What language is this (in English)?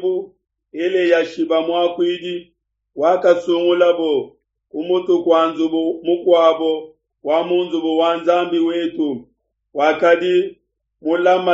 Luba-Lulua